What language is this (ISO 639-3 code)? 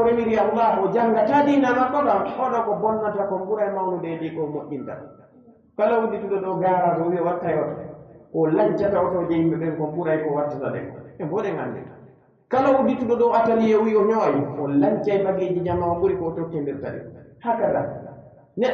fuf